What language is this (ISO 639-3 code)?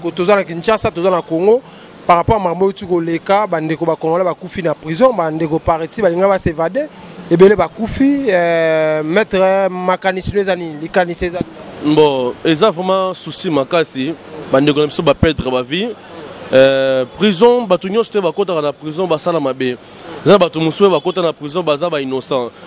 lin